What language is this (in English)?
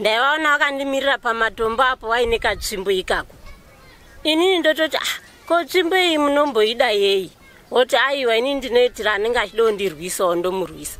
Shona